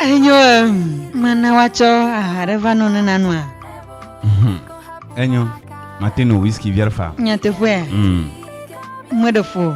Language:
Ewe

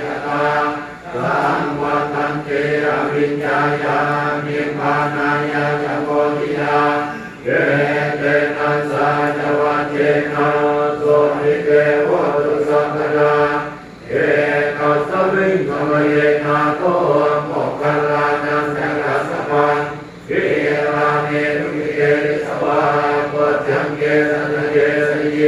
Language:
Pali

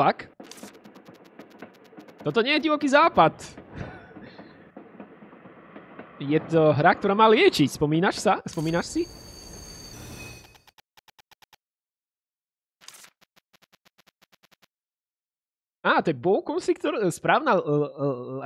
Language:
Slovak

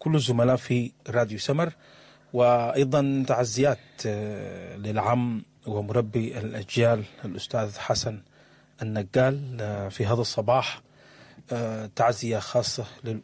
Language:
Sudanese Arabic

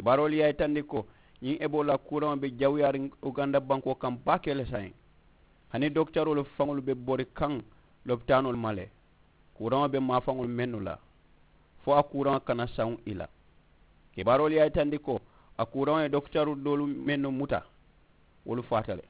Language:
Mandingo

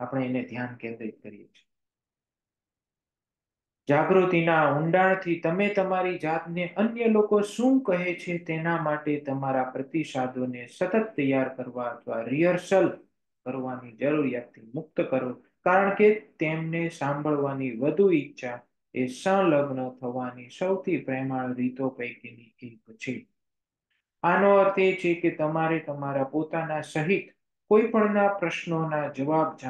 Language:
Gujarati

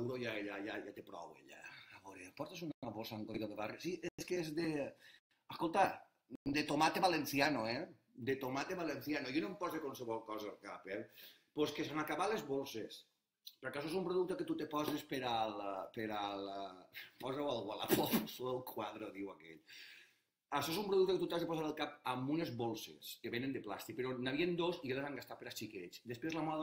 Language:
Catalan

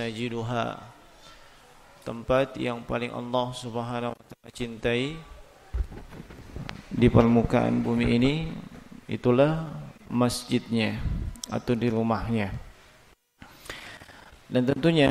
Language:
Indonesian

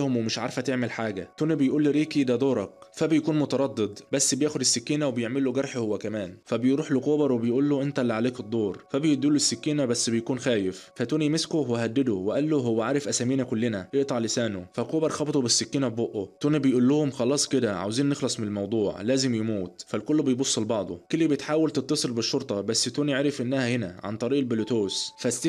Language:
Egyptian Arabic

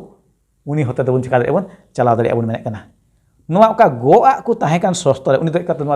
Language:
Santali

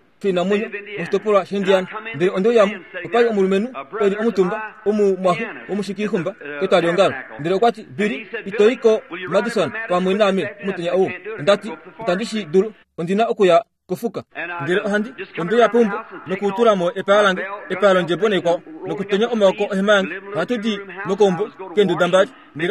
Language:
Kuanyama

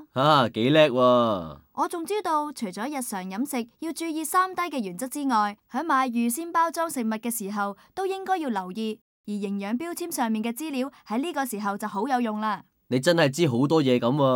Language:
Cantonese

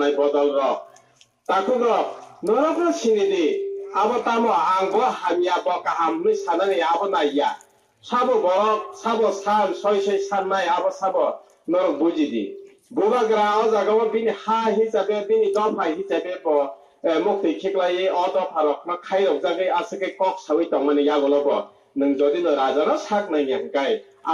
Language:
Kok Borok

